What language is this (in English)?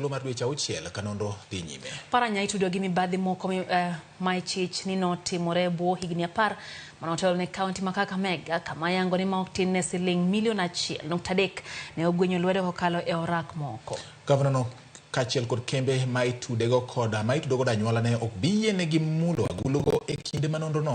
Luo (Kenya and Tanzania)